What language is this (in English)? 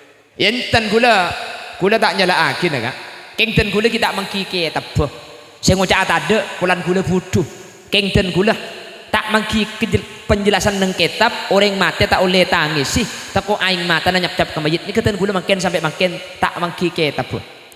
Madurese